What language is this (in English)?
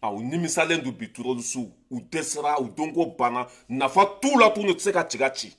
Bambara